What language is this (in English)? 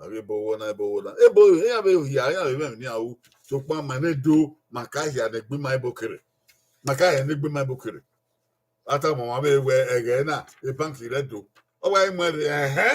Bini